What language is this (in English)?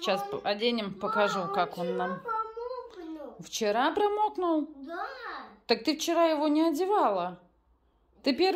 Russian